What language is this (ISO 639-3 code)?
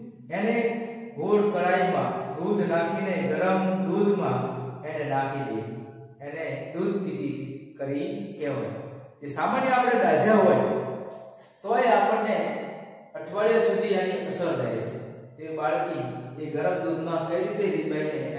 guj